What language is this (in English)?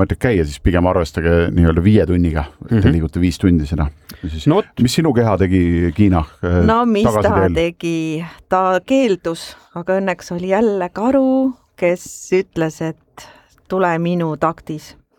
Estonian